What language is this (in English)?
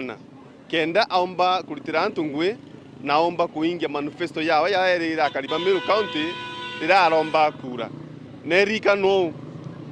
Meru